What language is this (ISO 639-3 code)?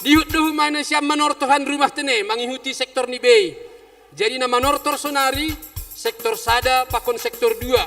bts